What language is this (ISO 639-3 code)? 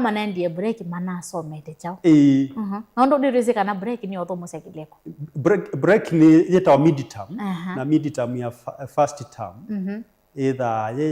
kam